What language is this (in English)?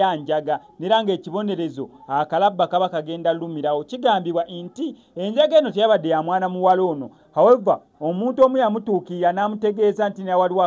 Ganda